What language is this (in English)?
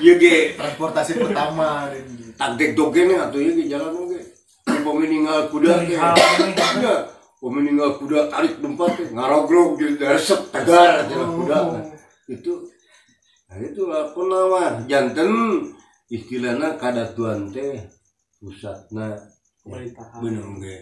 Sundanese